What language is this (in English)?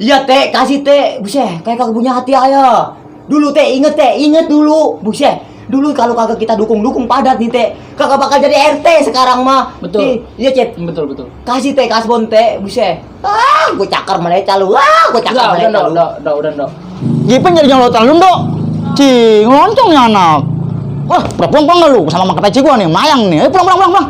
Betawi